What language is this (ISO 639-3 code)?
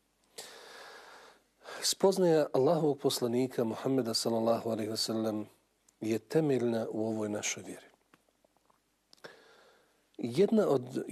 bos